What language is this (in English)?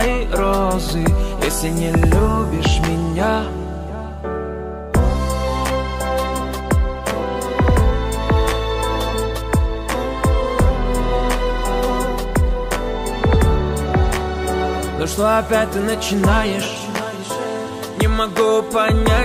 Russian